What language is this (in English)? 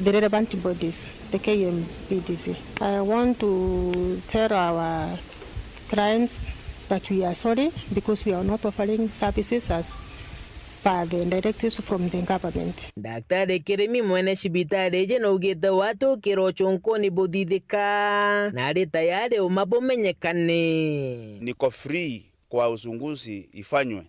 Meru